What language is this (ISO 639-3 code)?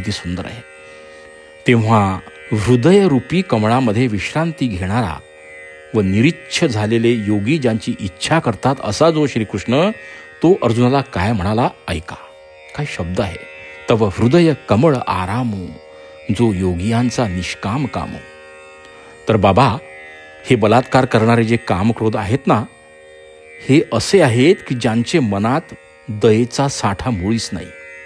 mar